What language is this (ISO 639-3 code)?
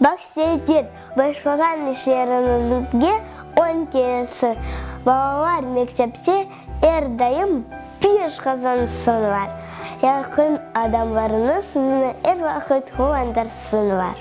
crh